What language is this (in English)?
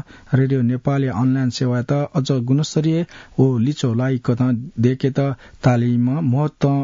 Newari